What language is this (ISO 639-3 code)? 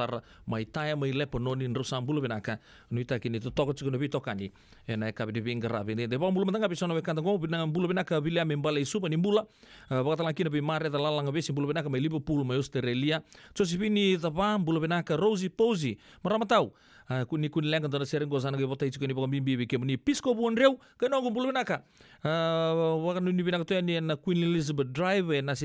fij